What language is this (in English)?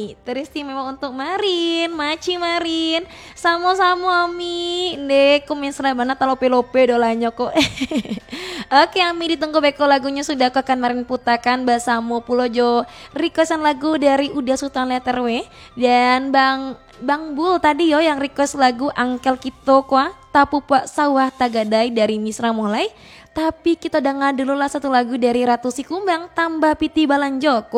Minangkabau